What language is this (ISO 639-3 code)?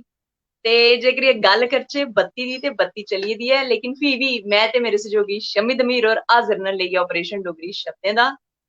doi